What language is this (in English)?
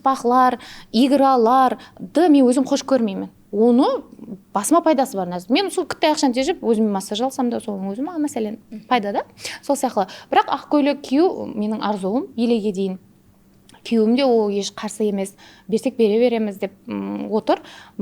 Kara-Kalpak